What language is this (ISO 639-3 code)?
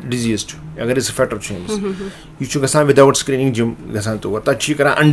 kas